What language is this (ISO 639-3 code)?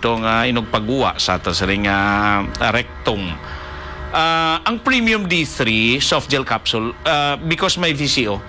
hil